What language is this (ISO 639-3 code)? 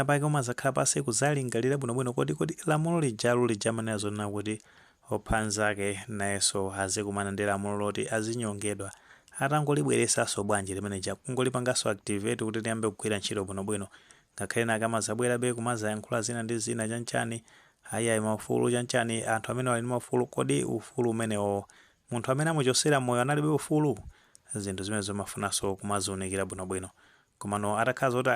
nya